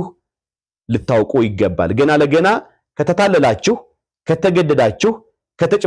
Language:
Amharic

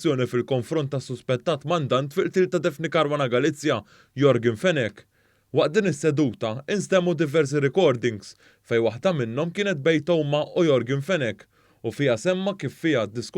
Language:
Maltese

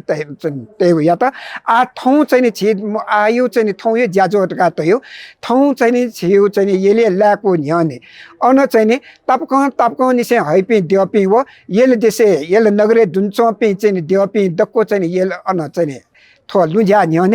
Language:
Newari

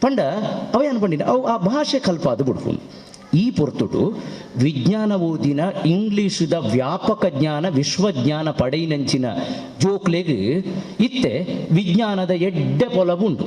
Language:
Tulu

